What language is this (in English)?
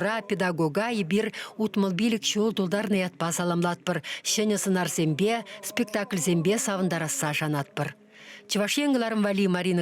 Chuvash